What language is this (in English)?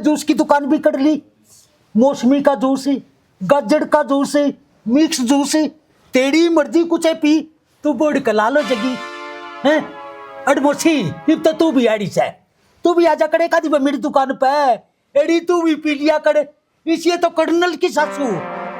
Haryanvi